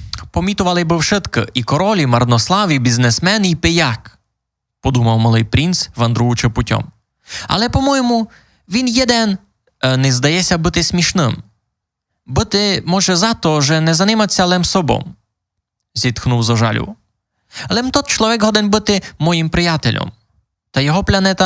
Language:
Rusyn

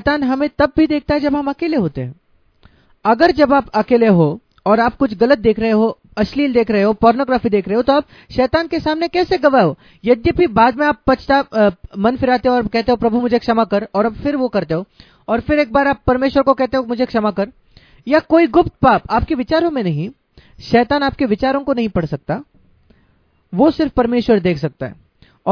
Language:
Hindi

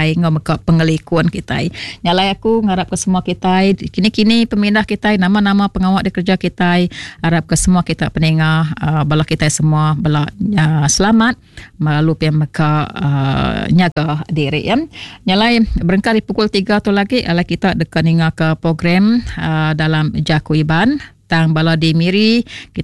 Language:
Iban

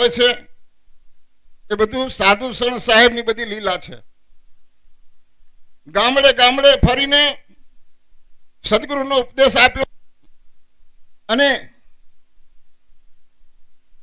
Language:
Gujarati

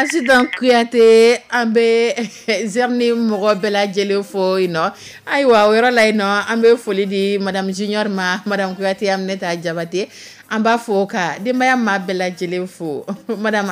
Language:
Dyula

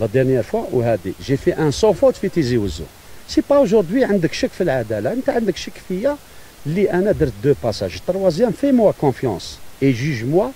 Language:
Algerian Arabic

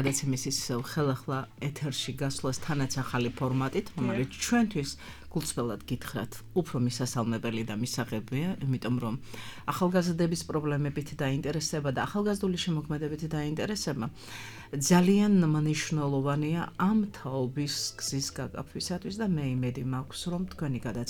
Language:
Georgian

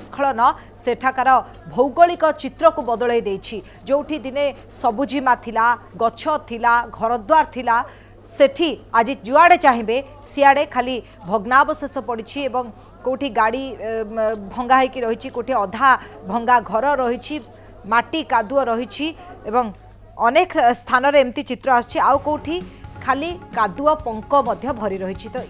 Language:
Odia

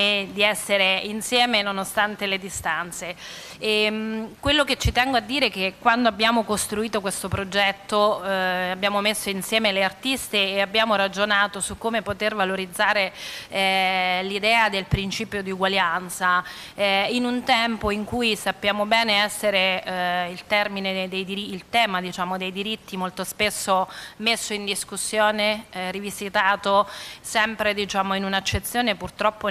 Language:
Italian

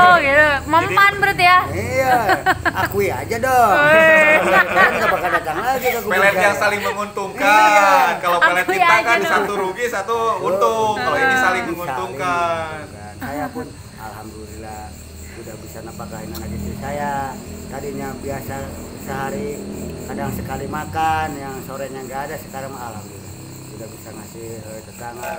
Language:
Indonesian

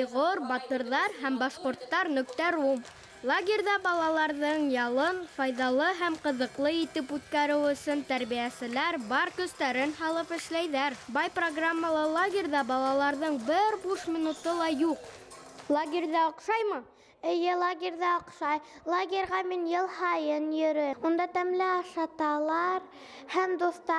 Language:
Bashkir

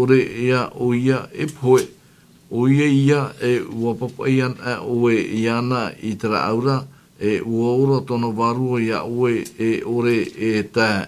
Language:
Tahitian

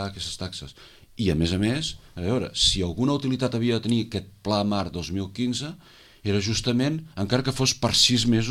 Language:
Catalan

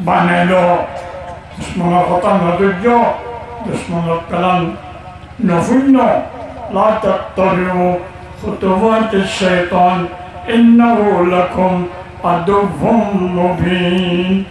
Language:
Rohingya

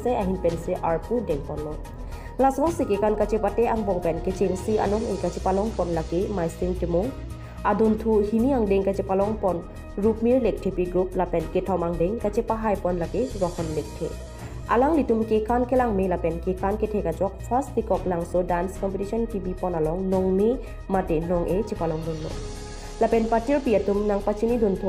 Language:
Karbi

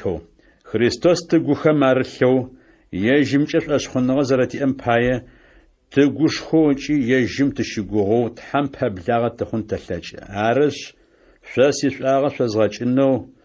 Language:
Adyghe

